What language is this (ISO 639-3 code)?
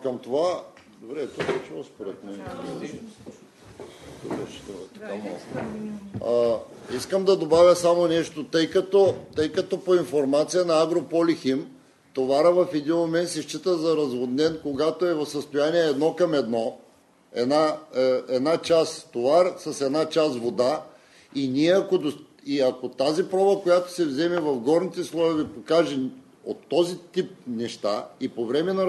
bul